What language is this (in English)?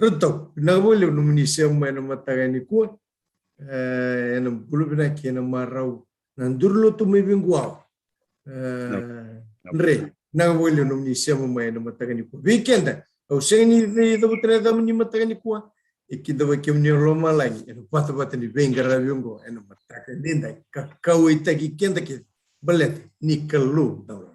Fijian